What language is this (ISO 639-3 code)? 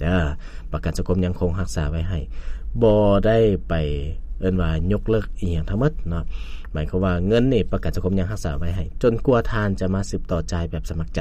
lao